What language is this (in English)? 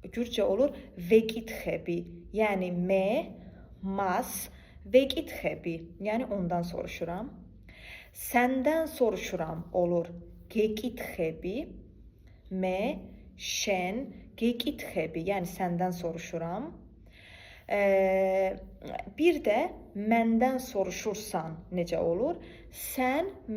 Azerbaijani